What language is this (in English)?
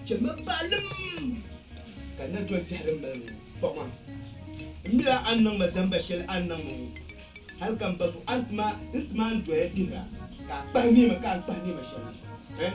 Dagbani